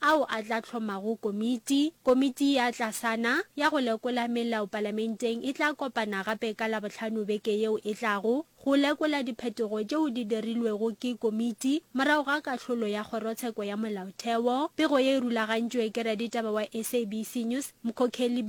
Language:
Northern Sotho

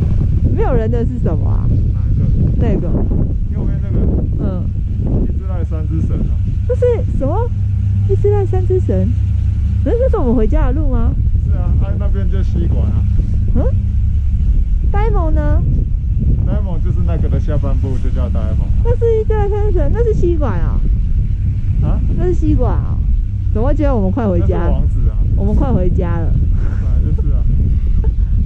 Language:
Chinese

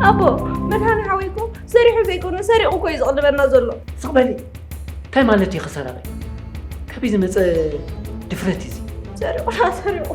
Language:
Tigrinya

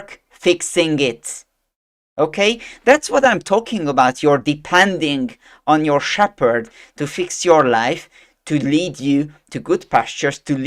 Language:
English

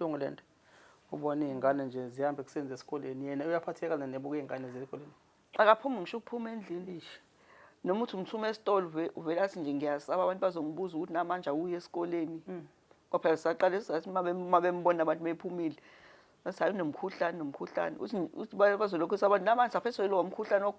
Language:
Zulu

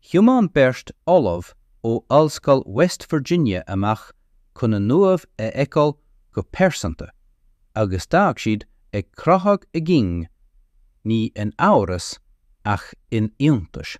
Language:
Irish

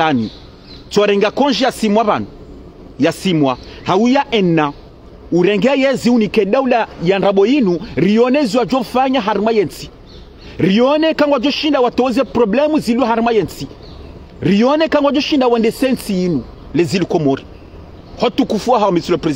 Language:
Ngazidja Comorian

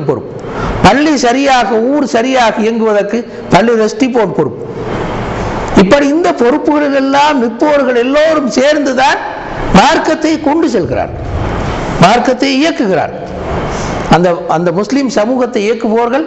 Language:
Tamil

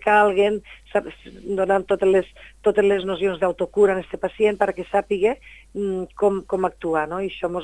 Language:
Catalan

